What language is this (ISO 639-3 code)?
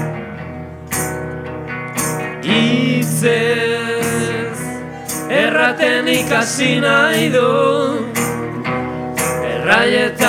eus